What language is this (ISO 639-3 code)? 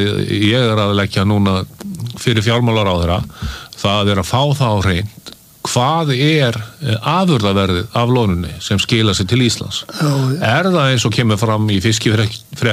isl